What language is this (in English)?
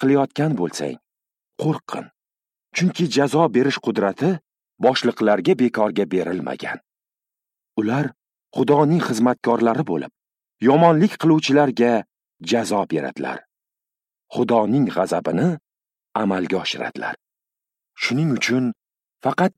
Uzbek